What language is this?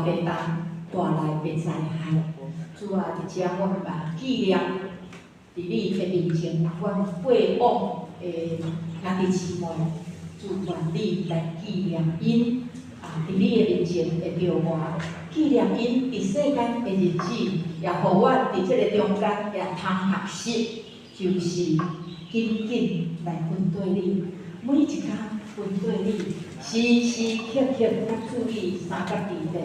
Min Nan Chinese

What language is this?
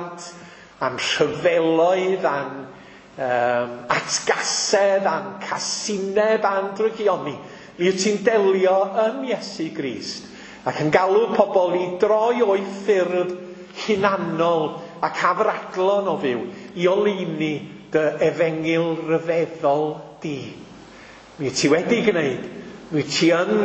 Welsh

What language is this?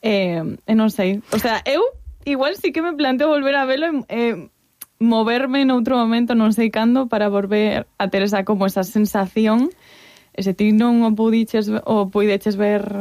Galician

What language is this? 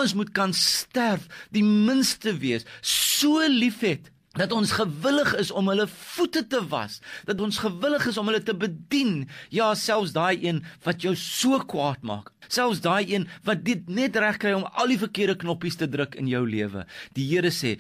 Afrikaans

